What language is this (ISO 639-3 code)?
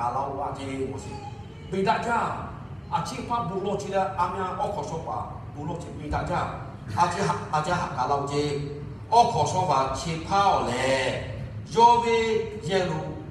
lhu